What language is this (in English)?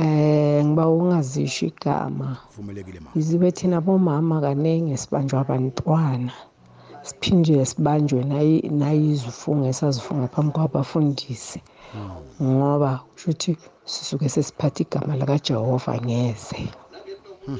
South Ndebele